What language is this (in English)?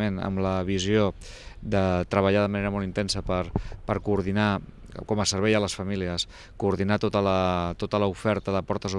Catalan